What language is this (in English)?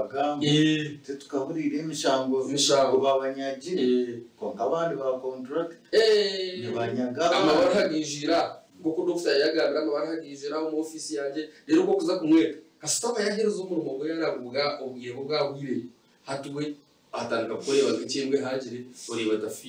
Nyankole